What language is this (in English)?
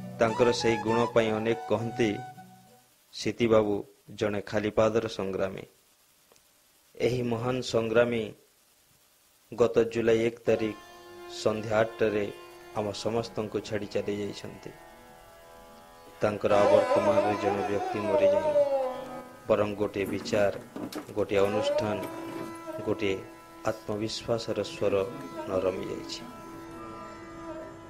Odia